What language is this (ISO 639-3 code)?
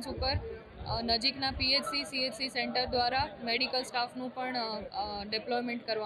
guj